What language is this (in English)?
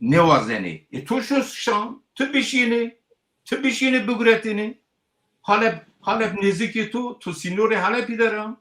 Zaza